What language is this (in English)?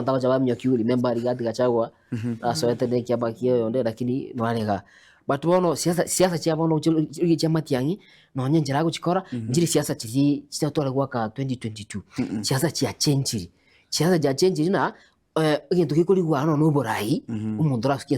Gusii